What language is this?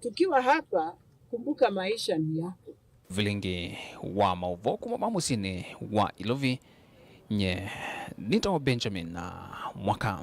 Kamba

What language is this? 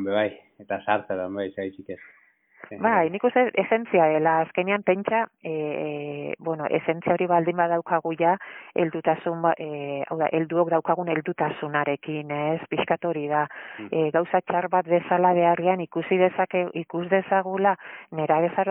Basque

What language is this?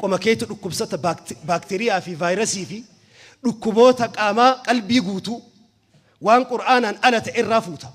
Oromo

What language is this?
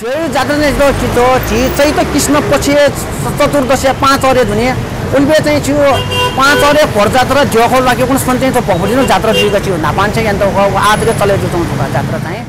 Newari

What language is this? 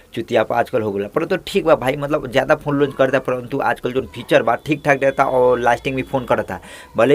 Bhojpuri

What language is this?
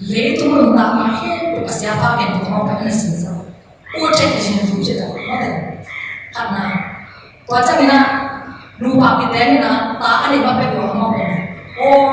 Tedim Chin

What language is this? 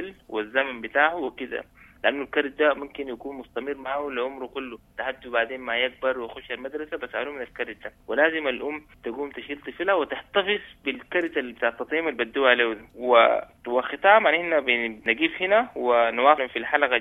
Sudanese Arabic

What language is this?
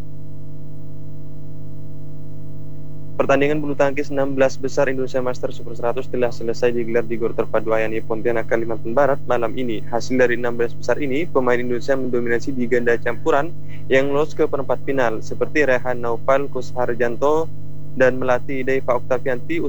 Indonesian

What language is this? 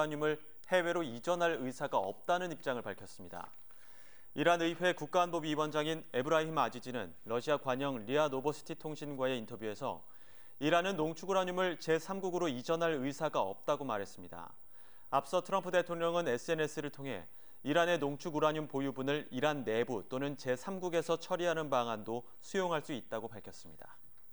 Korean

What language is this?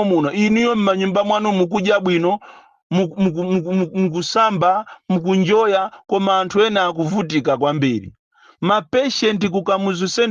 Nyanja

